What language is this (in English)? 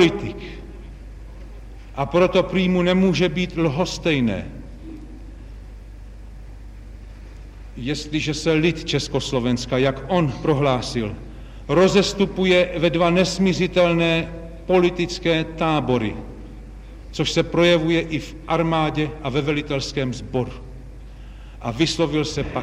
Czech